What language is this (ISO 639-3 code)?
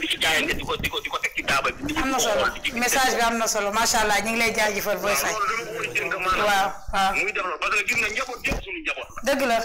wol